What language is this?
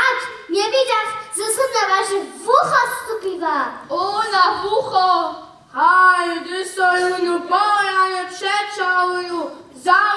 Upper Sorbian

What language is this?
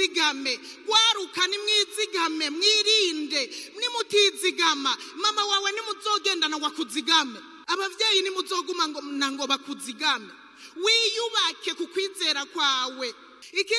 Rundi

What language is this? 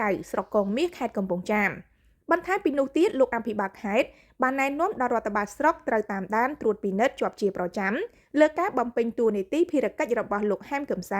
Khmer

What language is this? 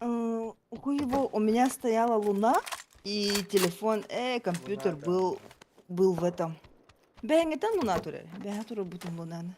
Yakut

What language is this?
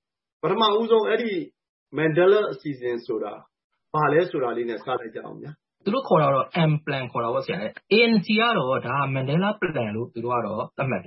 Burmese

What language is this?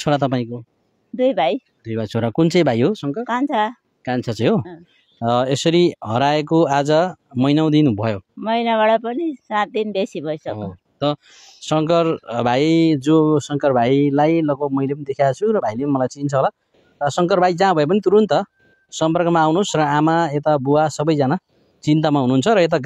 Nepali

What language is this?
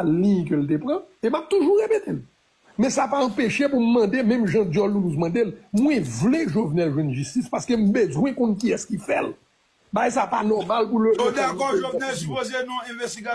Haitian Creole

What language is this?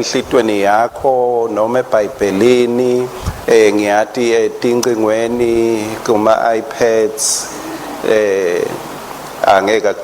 Swati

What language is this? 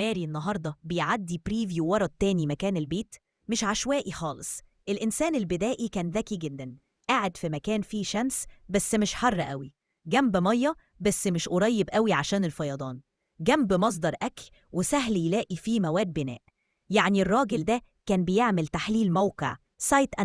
Egyptian Arabic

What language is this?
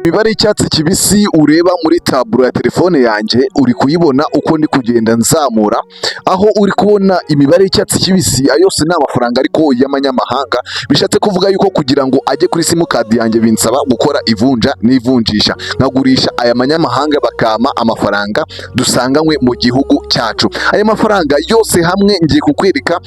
Kinyarwanda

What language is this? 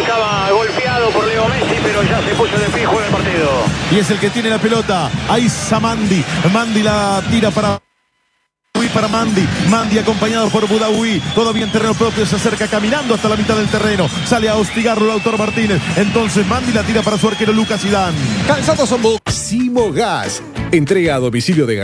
Spanish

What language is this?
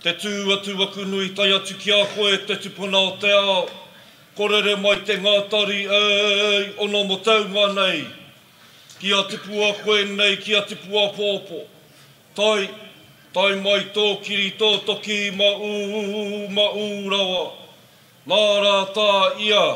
Māori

